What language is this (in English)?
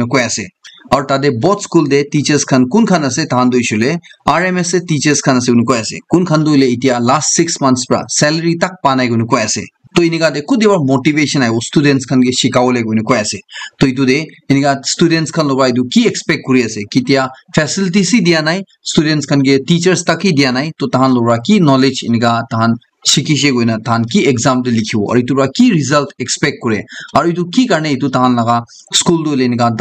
Naga Pidgin